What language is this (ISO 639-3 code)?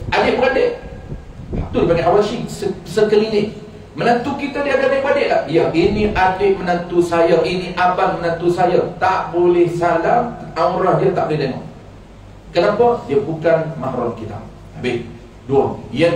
msa